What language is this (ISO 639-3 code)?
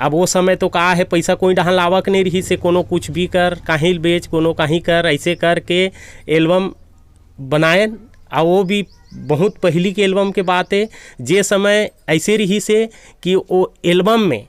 hne